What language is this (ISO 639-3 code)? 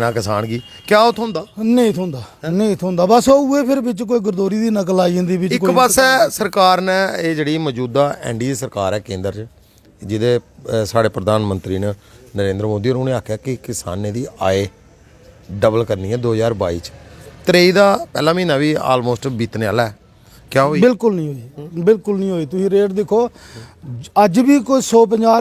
doi